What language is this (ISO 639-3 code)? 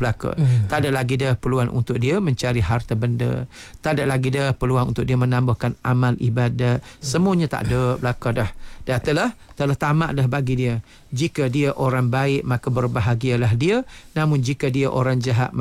msa